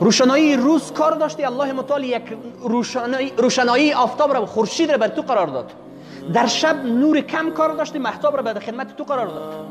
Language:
Persian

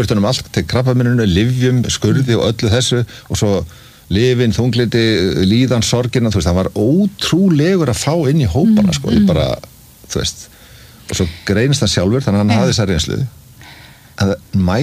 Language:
Icelandic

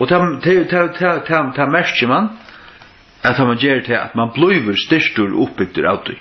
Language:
Faroese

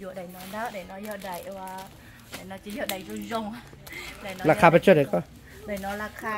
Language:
Hmong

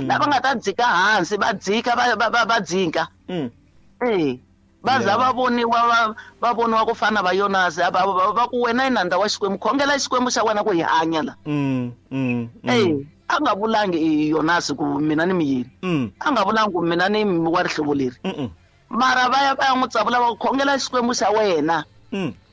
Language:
Tsonga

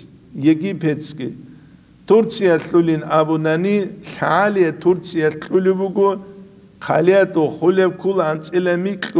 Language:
Avaric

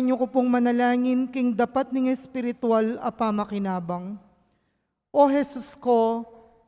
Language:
Pampanga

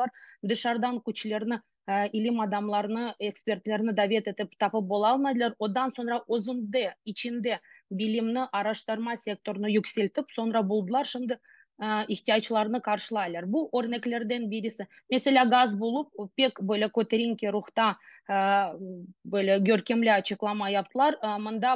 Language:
Crimean Tatar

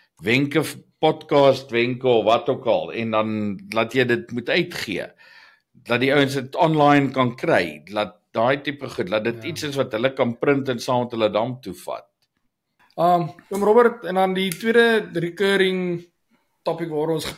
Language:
Afrikaans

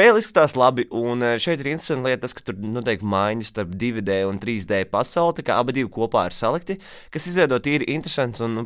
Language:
Latvian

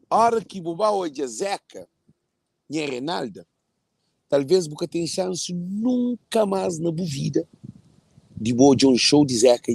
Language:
Kabuverdianu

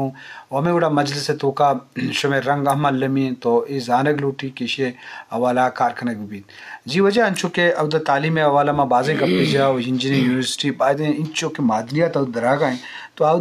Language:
Eastern Balochi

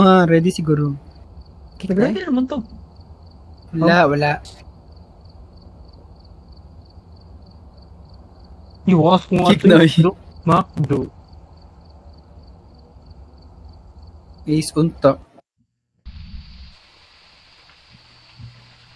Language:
Cebuano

